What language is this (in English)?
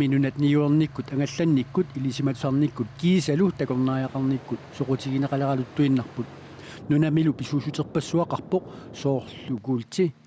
Kalaallisut